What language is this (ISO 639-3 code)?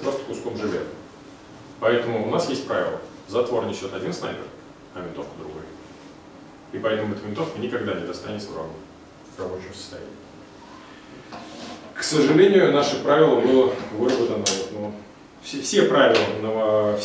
rus